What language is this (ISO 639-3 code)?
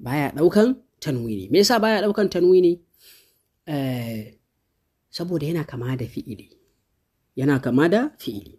hau